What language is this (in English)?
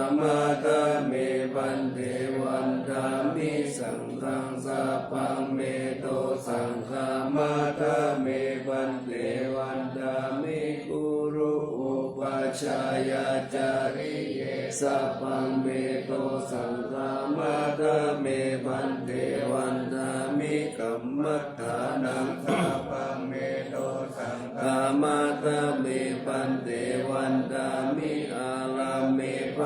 Pali